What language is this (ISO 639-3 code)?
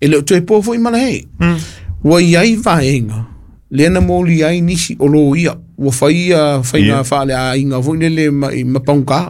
smo